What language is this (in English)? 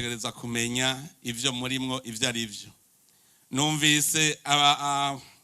Rundi